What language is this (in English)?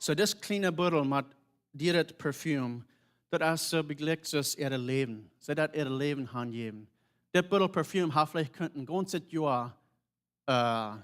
Plautdietsch